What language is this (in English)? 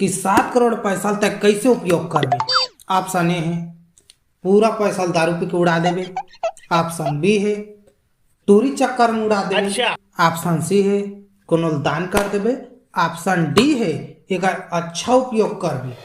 Chhattisgarhi